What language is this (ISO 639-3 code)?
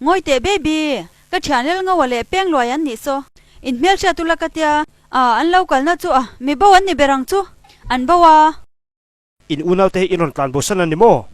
lus